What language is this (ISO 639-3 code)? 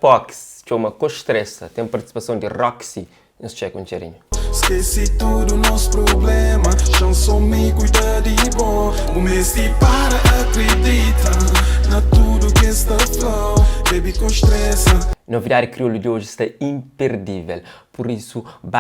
kea